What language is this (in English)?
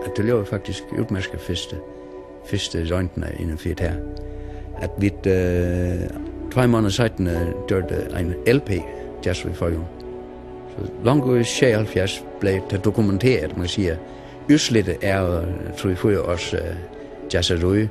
Faroese